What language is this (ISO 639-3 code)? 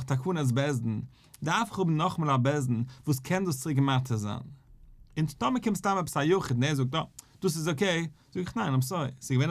yid